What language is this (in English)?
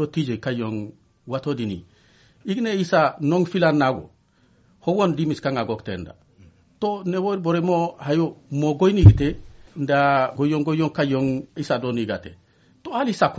Zarma